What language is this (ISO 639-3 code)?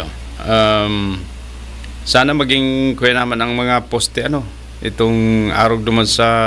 bik